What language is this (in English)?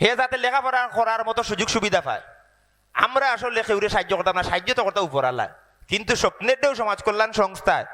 Sylheti